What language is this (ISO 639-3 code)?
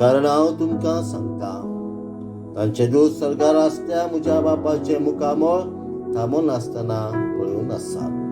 kok